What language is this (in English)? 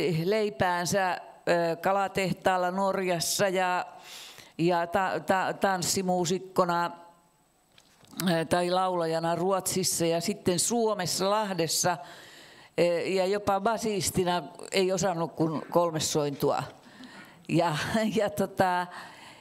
Finnish